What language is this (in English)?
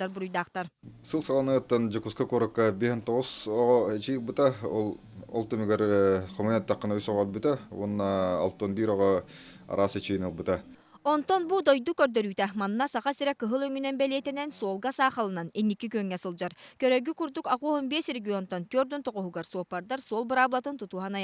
Yakut